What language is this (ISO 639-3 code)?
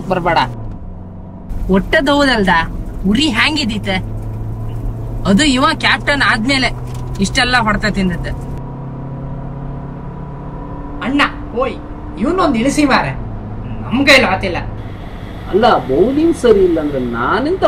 kan